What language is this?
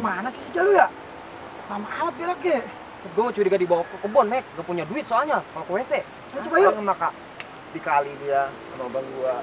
Betawi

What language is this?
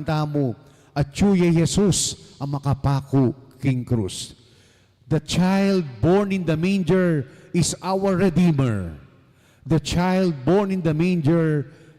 Pampanga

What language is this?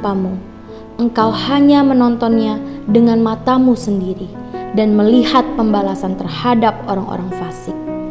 Indonesian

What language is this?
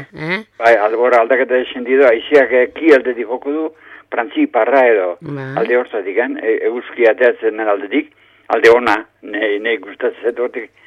Basque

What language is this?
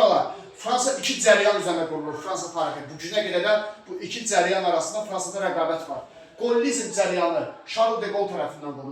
Azerbaijani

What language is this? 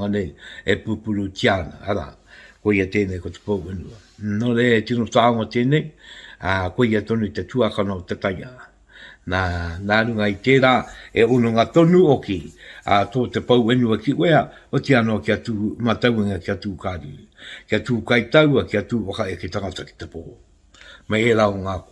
Māori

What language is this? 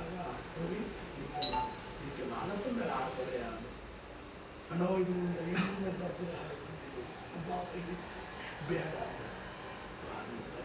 Kannada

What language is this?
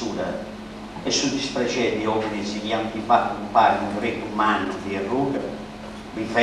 Sardinian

